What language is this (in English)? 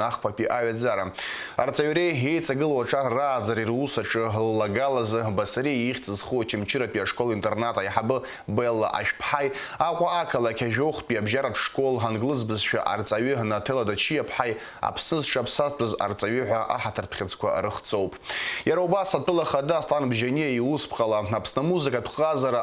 Abkhazian